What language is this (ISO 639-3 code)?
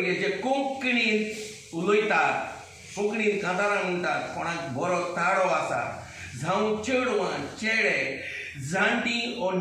kok